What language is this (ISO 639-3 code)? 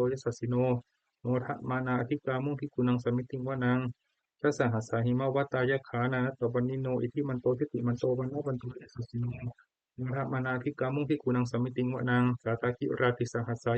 pli